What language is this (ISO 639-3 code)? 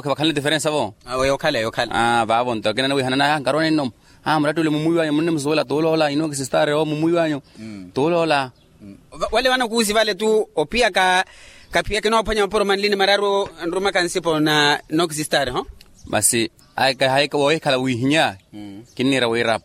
vmw